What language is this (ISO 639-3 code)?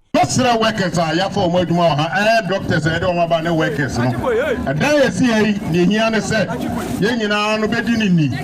aka